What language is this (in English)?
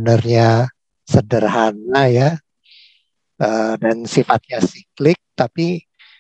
Indonesian